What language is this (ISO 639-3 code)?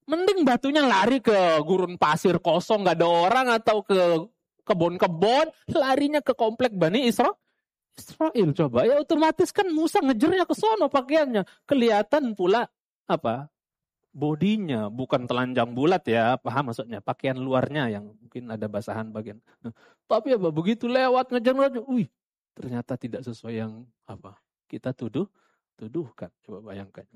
ind